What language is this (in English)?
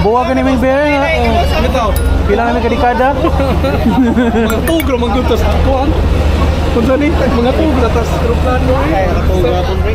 Cebuano